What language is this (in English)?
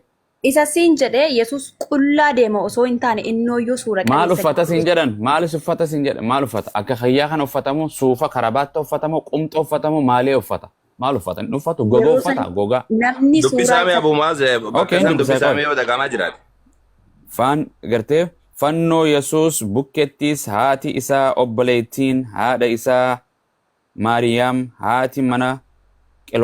Oromo